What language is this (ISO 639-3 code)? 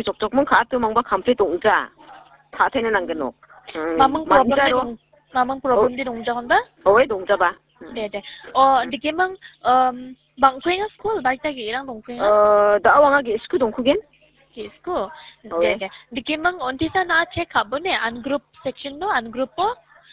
grt